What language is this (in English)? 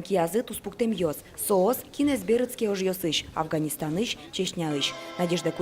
Udmurt